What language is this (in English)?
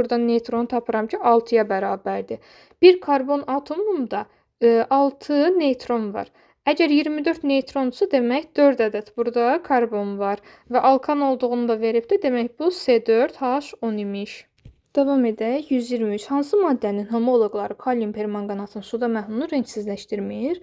Azerbaijani